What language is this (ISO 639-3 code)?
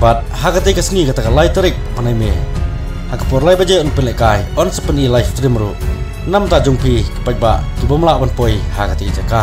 kha